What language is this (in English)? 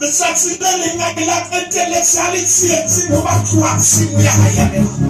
Southern Sotho